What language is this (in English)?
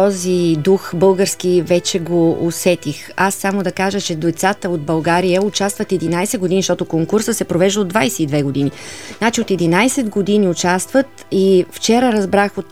Bulgarian